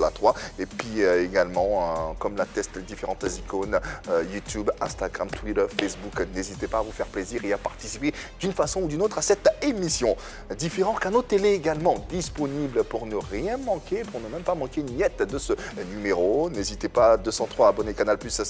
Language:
French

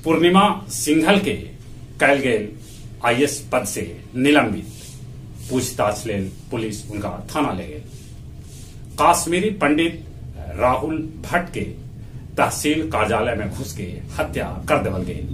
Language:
Magahi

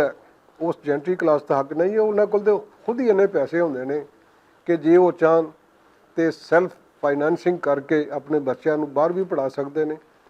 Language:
Western Panjabi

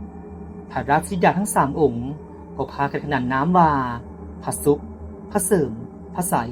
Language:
Lao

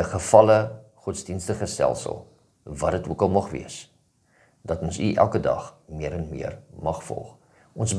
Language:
Afrikaans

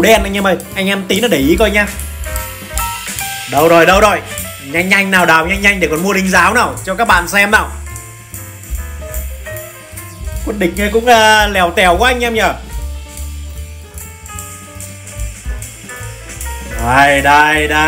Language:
Vietnamese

